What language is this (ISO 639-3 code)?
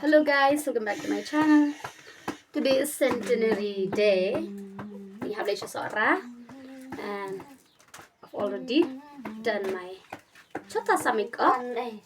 kha